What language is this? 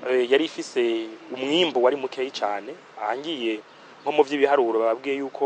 Rundi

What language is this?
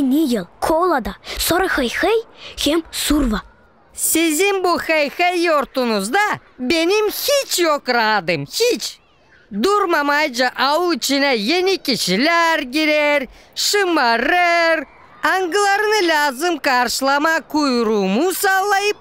Gagauz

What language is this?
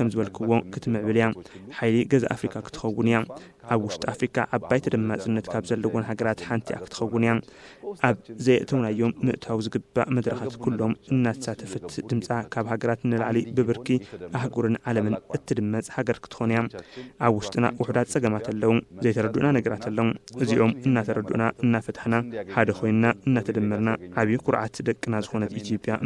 Tigrinya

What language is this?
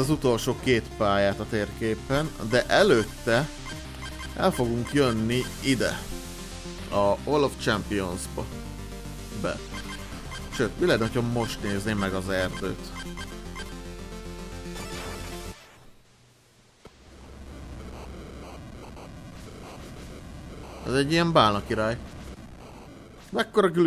Hungarian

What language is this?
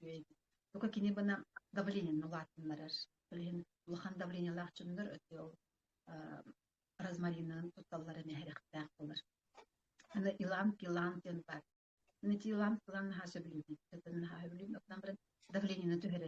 Yakut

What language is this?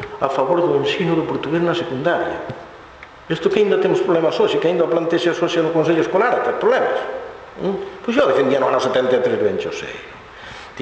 Galician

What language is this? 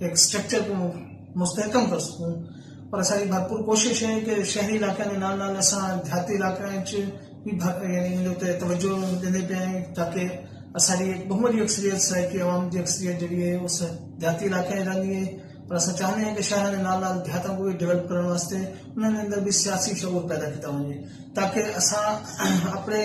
Saraiki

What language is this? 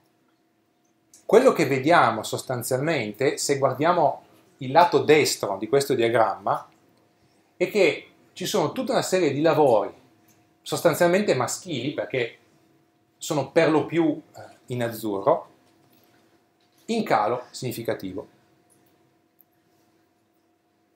Italian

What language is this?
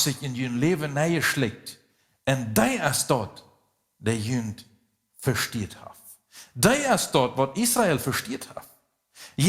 Plautdietsch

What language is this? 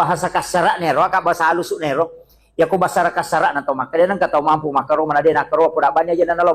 Buginese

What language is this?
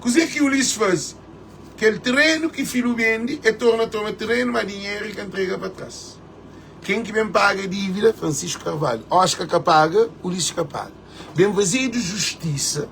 Kabuverdianu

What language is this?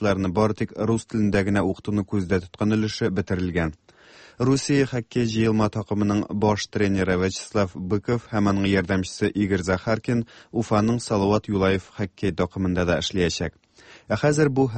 Tatar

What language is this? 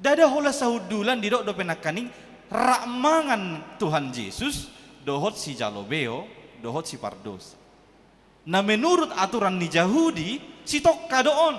Batak Toba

